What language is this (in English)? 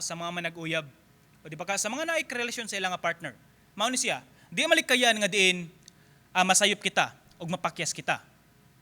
Cebuano